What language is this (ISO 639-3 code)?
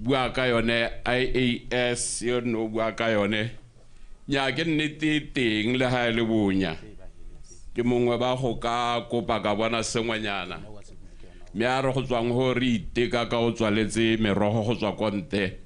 tsn